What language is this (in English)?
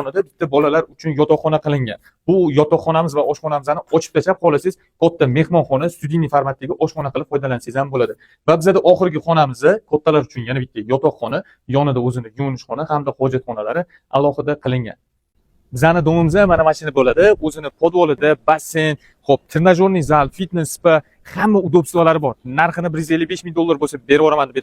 Uzbek